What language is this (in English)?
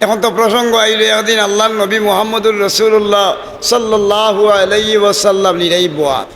Sylheti